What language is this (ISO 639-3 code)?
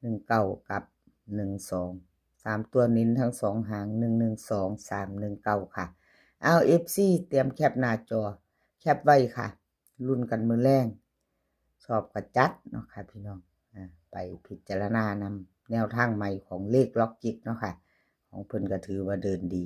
tts